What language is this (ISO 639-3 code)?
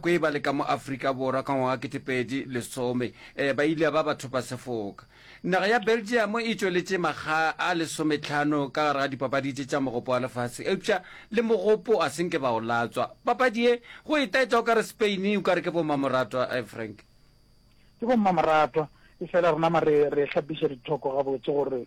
nso